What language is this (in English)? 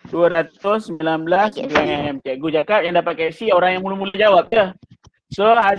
Malay